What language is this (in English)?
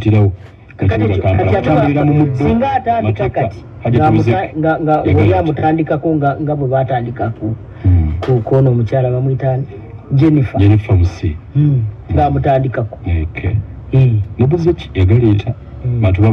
Ganda